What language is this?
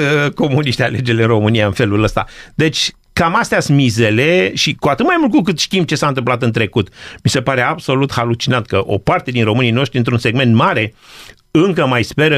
Romanian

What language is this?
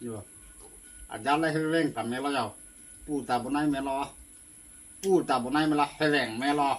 Karbi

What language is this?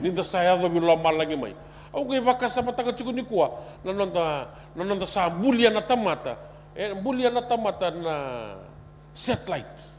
Fijian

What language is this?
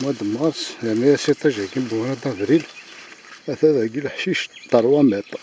Kabyle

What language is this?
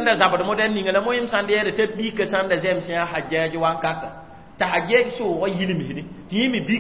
Mossi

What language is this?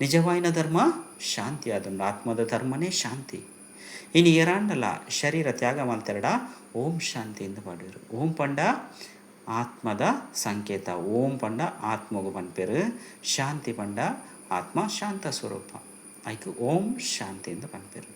Tulu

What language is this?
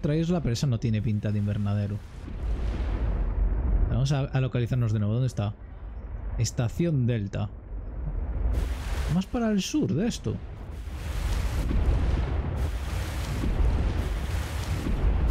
Spanish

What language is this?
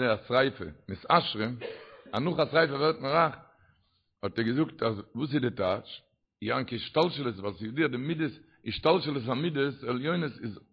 Yiddish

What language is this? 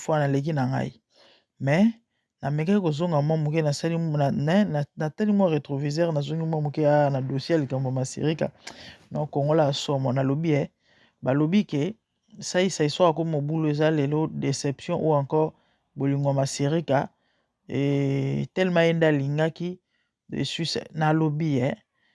Lingala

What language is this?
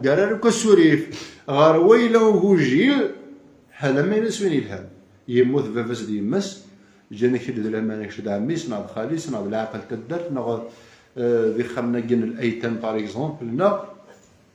Kabyle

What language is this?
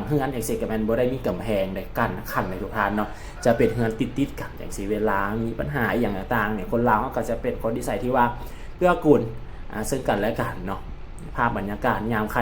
Lao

